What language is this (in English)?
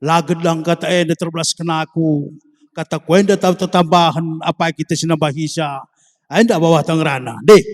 Batak Karo